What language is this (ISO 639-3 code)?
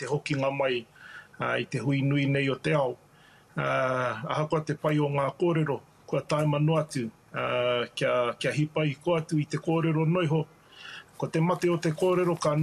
mri